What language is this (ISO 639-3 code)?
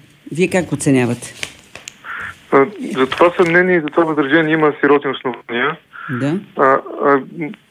bul